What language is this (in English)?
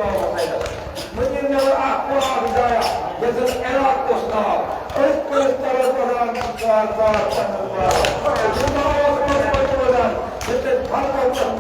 Kashmiri